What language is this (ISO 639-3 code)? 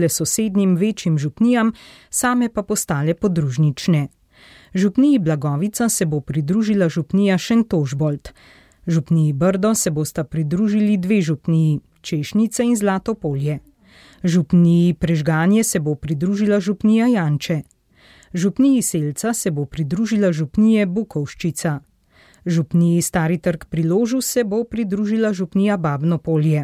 slv